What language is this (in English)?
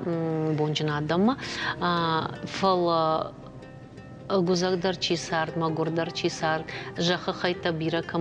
Ossetic